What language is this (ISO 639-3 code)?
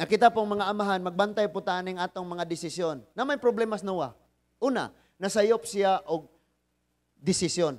ceb